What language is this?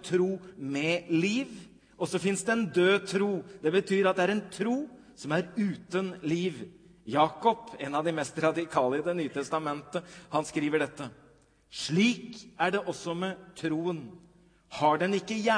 Norwegian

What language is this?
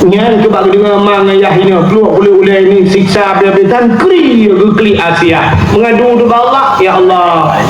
Achinese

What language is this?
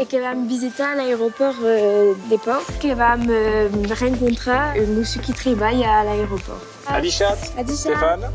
Occitan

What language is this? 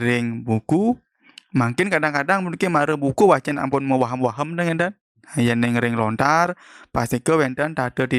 Balinese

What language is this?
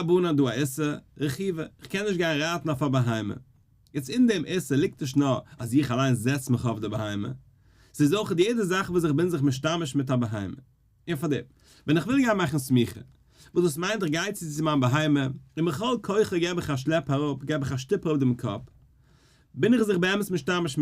Yiddish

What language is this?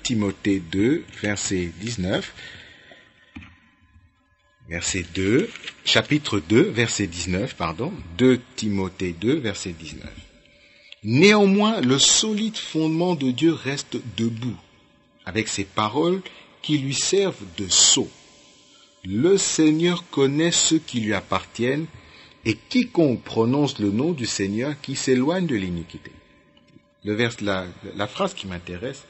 French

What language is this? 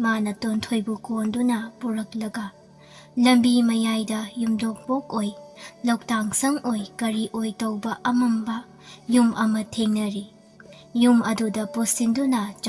Manipuri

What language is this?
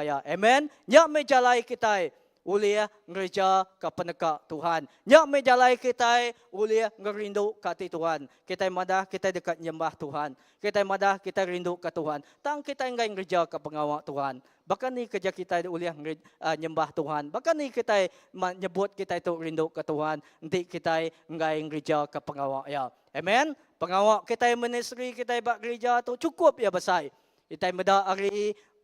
Iban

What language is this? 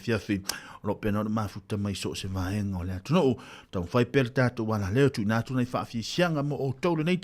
Samoan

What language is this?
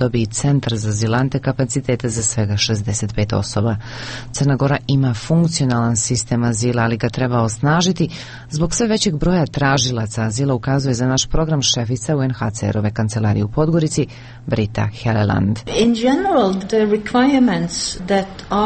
Serbian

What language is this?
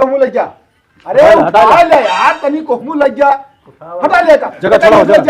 Awadhi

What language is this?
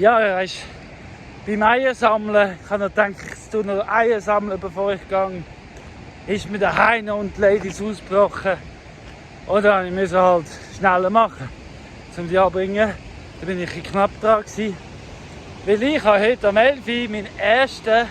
Swiss German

